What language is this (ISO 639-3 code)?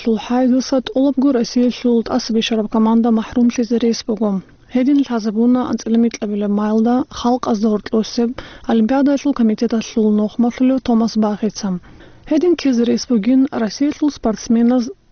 ava